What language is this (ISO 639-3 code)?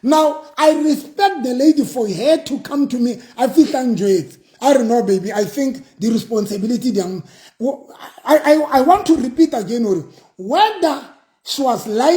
sot